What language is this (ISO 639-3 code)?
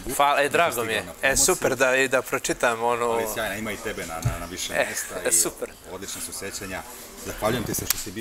bos